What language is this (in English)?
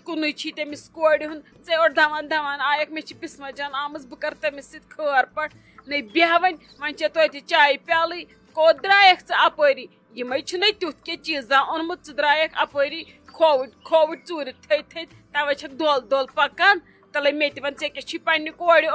Kashmiri